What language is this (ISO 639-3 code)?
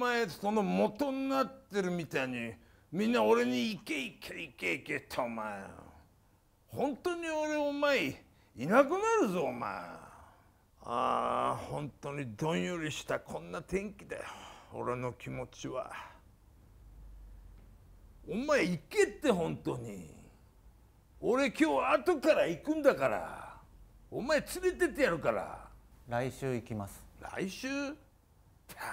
jpn